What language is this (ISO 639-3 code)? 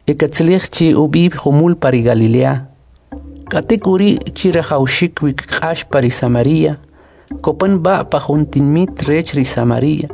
quc